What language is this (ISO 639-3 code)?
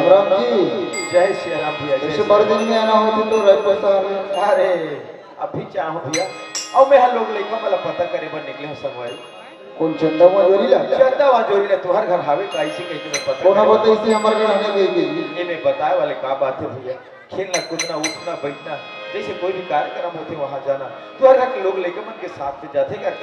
hne